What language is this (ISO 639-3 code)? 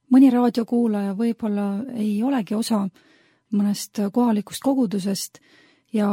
est